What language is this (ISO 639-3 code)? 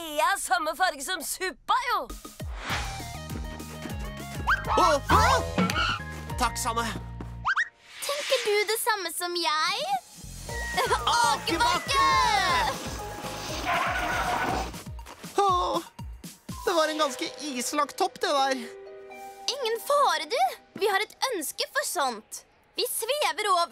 nor